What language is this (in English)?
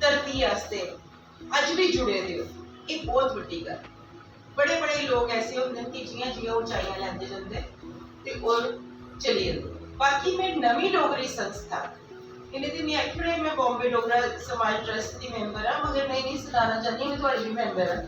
Dogri